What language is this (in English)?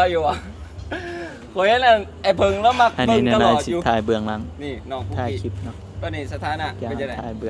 Northeastern Thai